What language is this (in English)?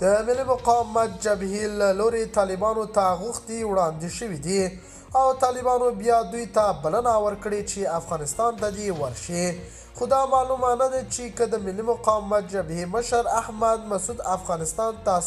Pashto